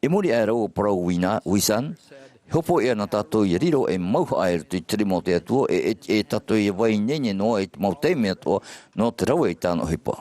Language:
Tahitian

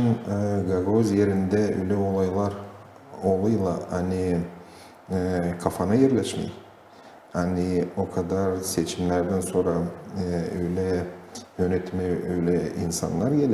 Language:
Gagauz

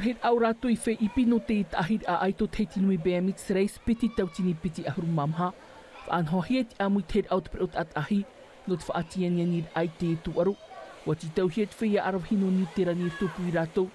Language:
Tahitian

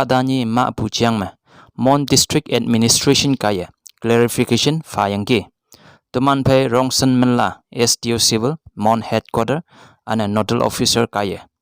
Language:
Konyak Naga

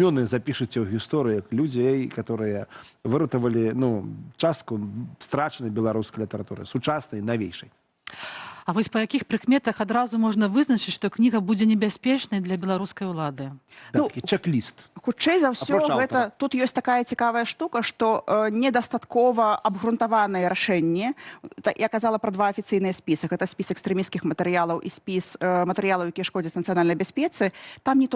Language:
Belarusian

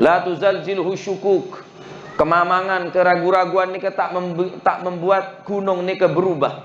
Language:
Madurese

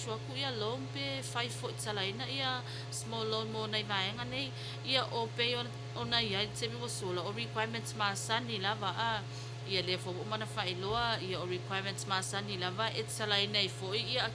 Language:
Samoan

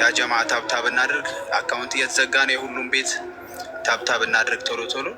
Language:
Amharic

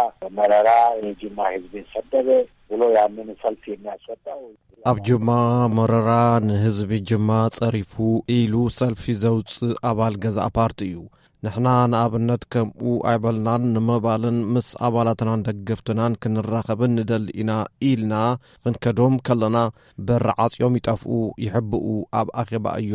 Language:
Tigrinya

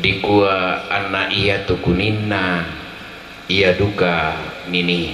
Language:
Toraja-Sa'dan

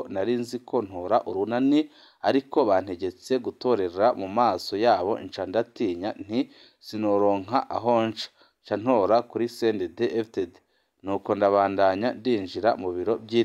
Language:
Rundi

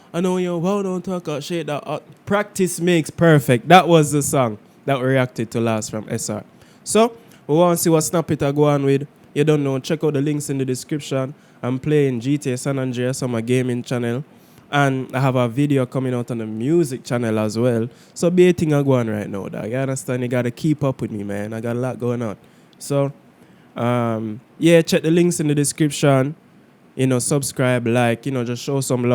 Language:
Jamaican Creole English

